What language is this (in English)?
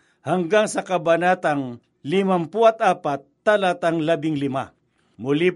Filipino